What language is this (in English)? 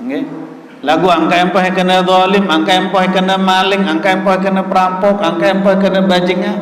Sasak